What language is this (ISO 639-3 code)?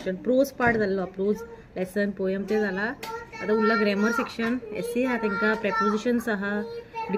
kok